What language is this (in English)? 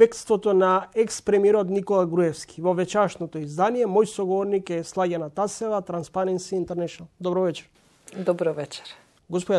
Macedonian